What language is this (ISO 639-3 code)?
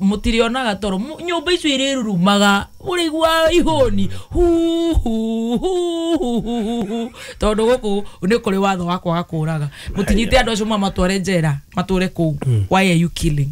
kik